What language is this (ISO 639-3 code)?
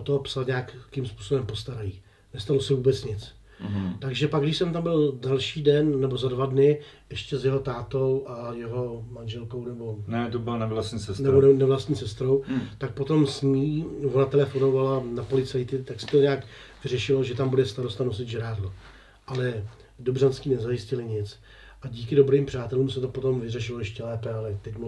ces